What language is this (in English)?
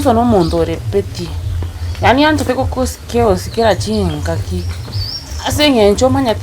Gusii